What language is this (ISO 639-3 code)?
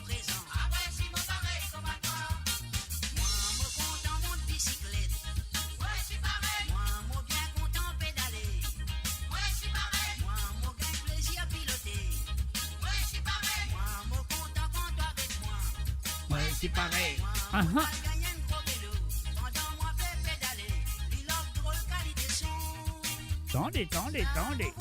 mfe